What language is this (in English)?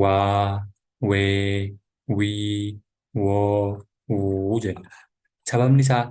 Oromo